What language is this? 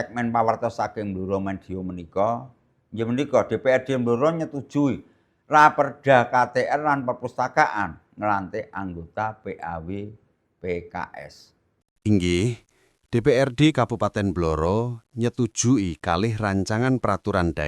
Javanese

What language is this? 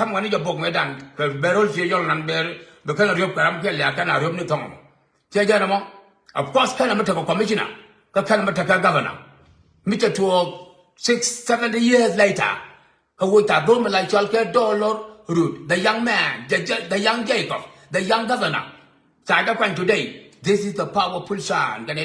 Nuer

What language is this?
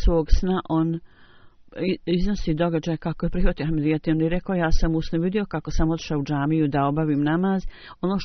Bosnian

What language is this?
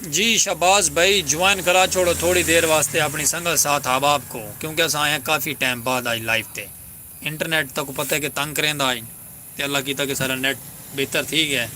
Saraiki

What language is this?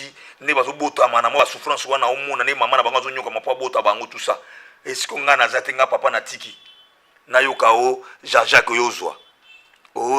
Lingala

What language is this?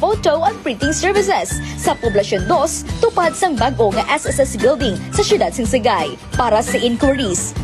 Hiligaynon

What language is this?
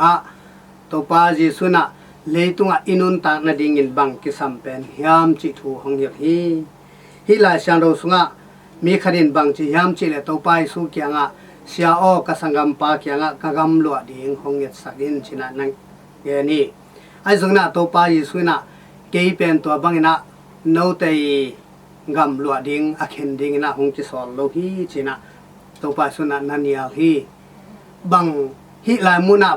Tedim Chin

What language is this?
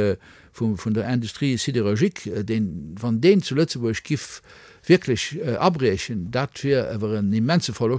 Luxembourgish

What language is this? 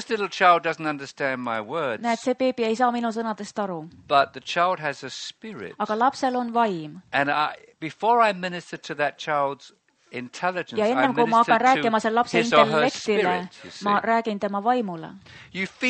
Estonian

